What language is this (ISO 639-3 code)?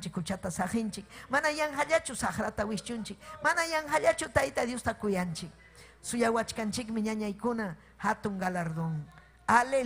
quy